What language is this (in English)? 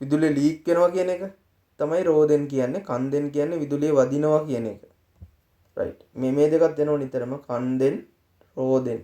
Sinhala